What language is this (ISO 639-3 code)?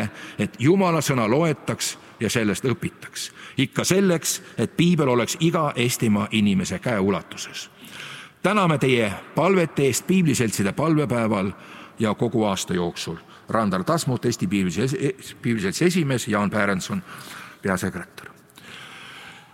est